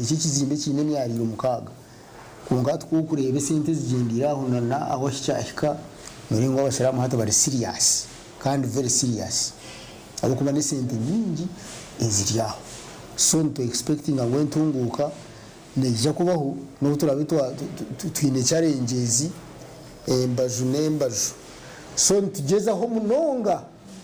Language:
Nyankole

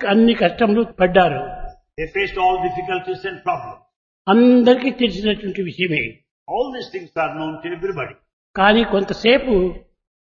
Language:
Telugu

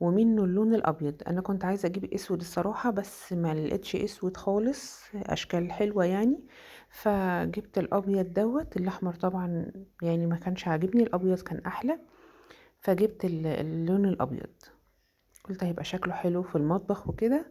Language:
Egyptian Arabic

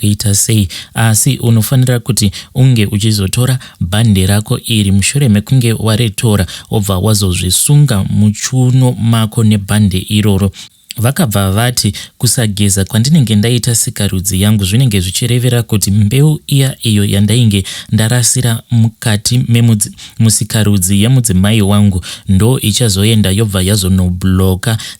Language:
Shona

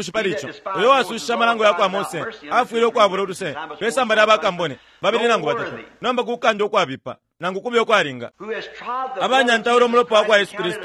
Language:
Bemba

